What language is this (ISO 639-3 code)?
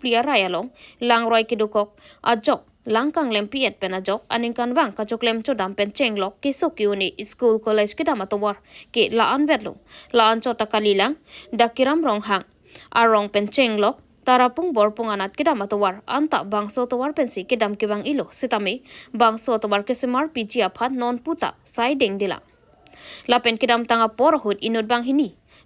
mjw